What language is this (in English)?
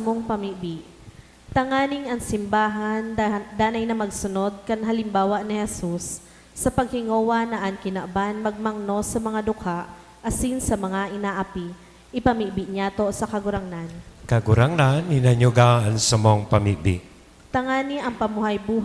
Bikol